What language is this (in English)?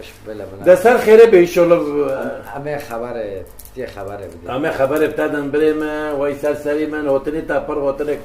Kurdish